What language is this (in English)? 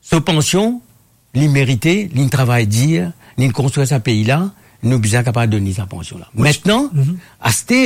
Morisyen